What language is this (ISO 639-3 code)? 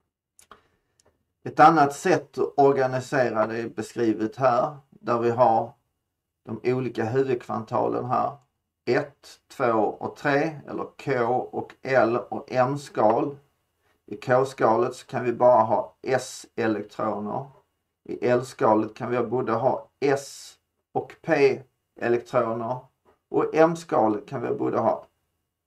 swe